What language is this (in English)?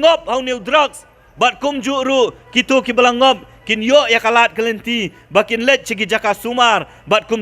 Khasi